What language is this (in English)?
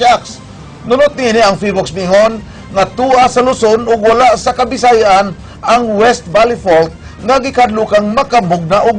Cebuano